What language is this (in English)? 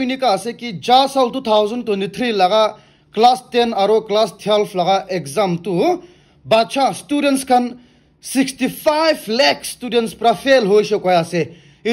Naga Pidgin